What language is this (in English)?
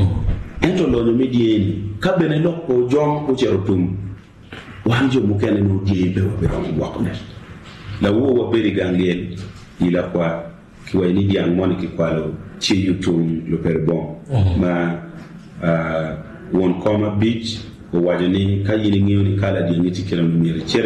Acoli